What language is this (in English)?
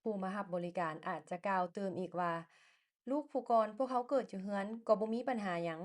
Lao